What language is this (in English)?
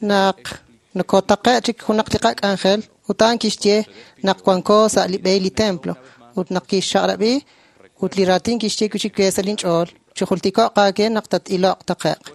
Kekchí